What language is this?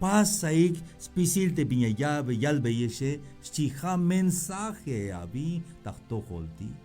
Tzeltal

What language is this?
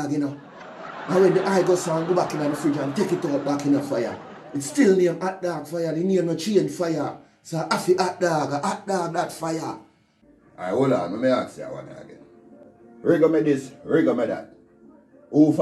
Jamaican Creole English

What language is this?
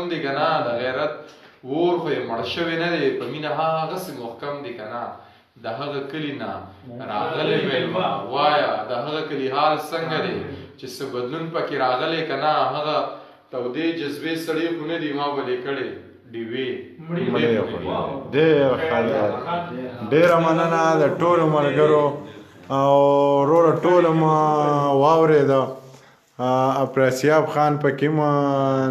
Pashto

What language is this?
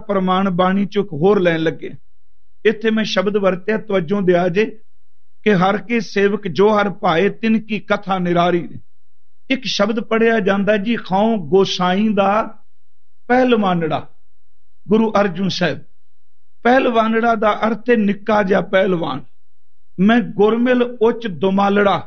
Punjabi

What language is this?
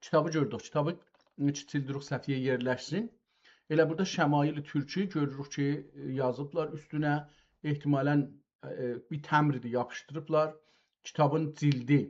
South Azerbaijani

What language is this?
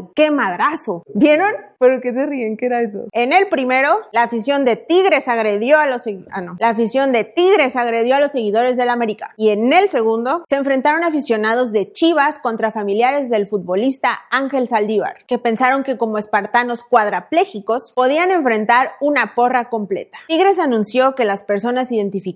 Spanish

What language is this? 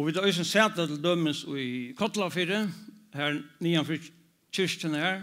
Faroese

